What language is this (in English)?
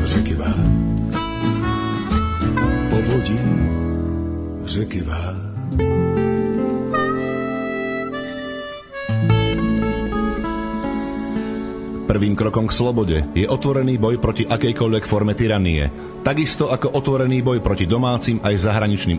Slovak